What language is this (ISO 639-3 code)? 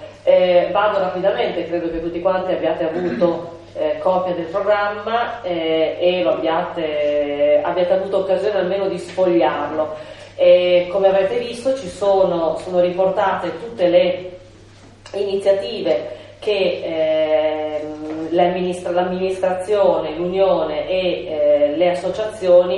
ita